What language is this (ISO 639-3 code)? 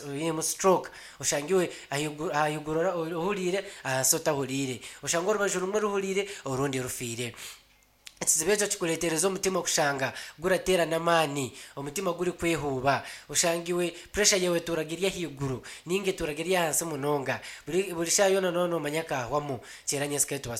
nyn